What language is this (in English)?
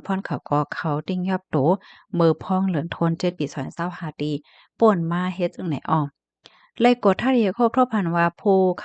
Shan